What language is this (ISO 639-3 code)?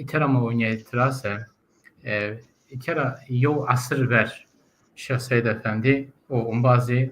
zza